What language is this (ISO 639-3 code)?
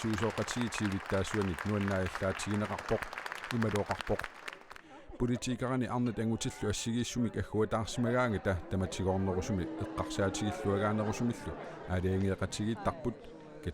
kal